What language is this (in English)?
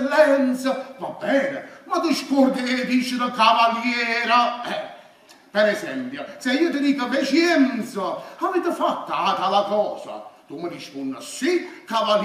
Neapolitan